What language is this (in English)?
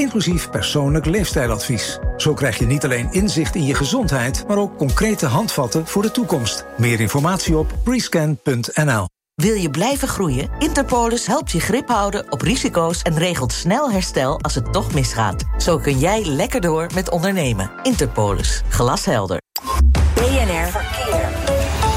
Dutch